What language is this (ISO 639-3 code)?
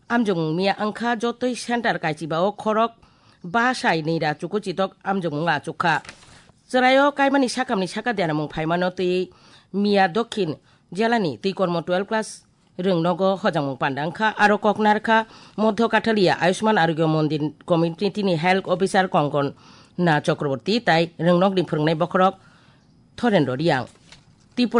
trp